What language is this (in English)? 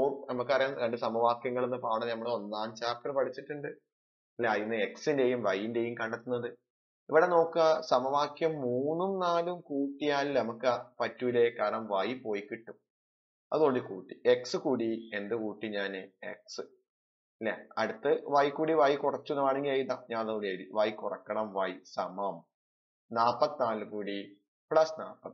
Malayalam